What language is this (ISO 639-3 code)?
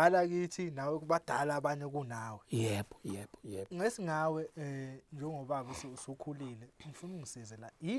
zul